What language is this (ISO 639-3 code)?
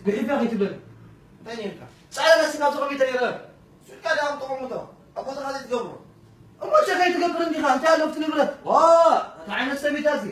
tir